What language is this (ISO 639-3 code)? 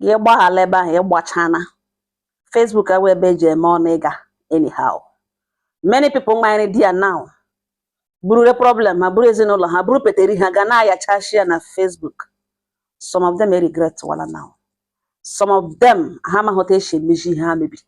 ibo